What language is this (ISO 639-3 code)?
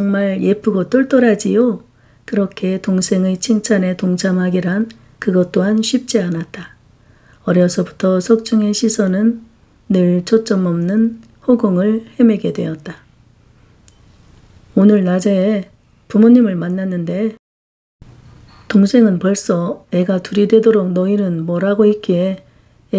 kor